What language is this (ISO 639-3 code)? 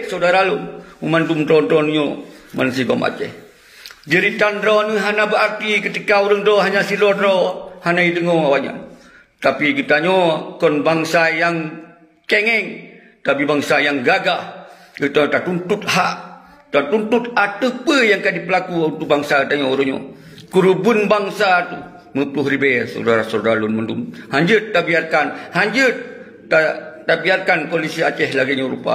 ace